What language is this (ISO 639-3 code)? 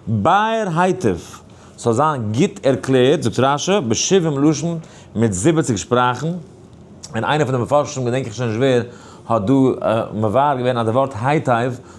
yid